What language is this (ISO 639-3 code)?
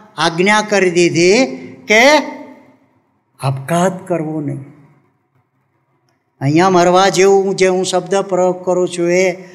guj